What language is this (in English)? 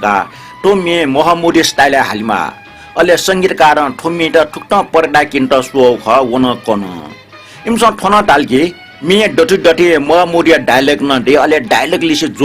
Newari